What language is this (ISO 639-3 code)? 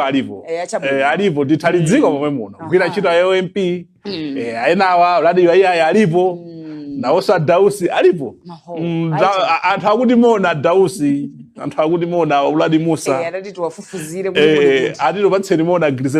nya